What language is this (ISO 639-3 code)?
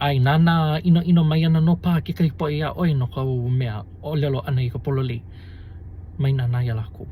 haw